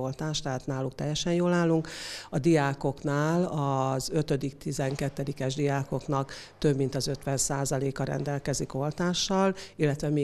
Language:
Hungarian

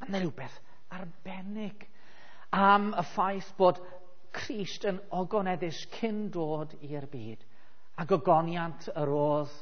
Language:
Welsh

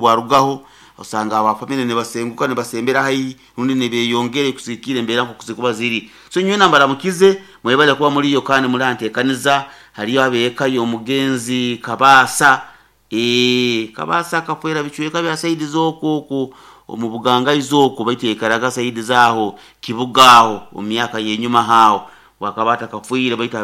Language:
Nyoro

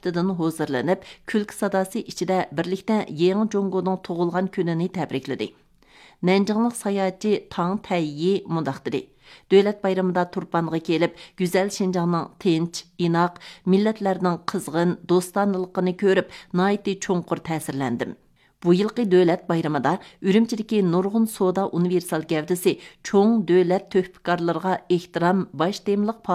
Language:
Uyghur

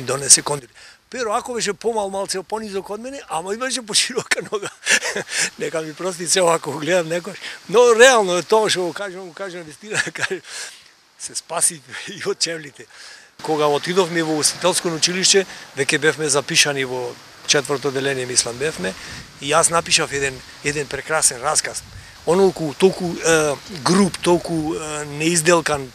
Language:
Macedonian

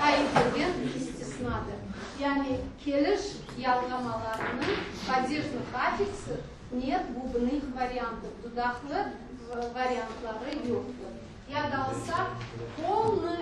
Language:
Crimean Tatar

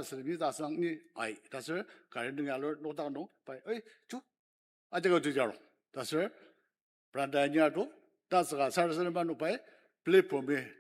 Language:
Ao Naga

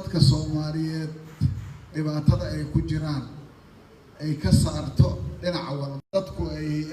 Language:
Somali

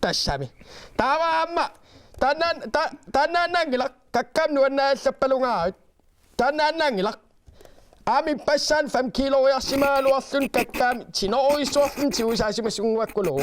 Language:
Kalaallisut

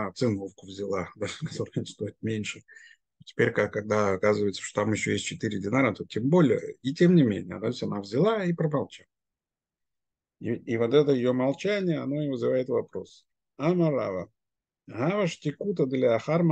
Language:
Russian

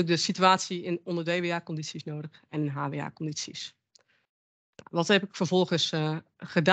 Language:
Dutch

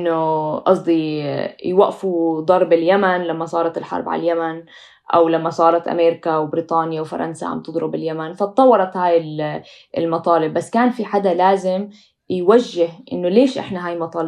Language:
North Levantine Arabic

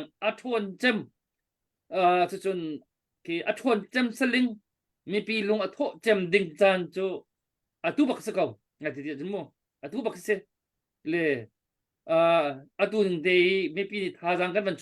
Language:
Hakha Chin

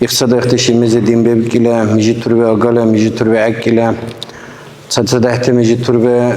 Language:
Dargwa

